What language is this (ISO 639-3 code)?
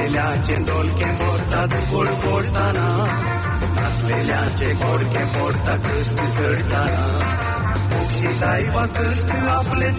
mar